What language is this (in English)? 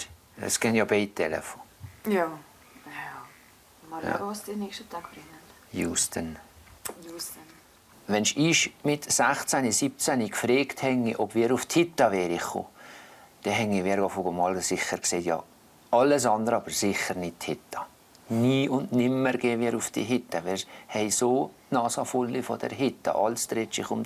Swiss German